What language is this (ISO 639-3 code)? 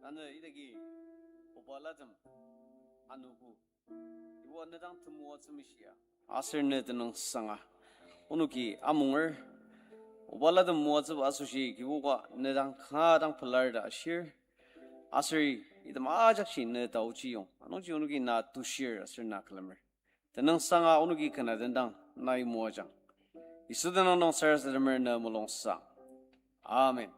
njo